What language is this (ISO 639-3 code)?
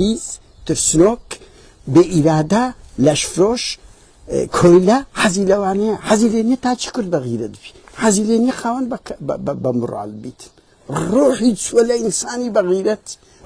ckb